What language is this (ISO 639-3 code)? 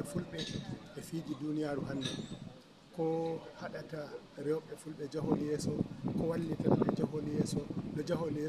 ful